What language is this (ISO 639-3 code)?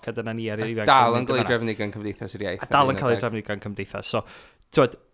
cym